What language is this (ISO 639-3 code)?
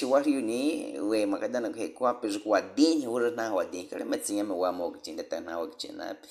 bwi